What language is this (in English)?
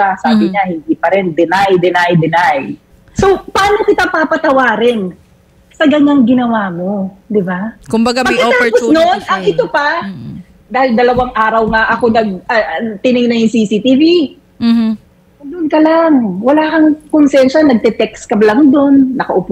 Filipino